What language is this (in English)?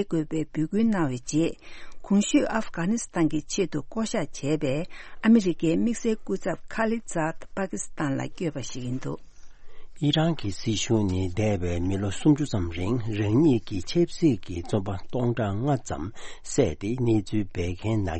Tibetan